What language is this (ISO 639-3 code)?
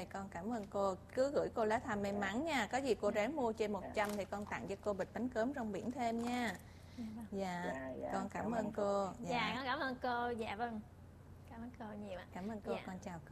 vie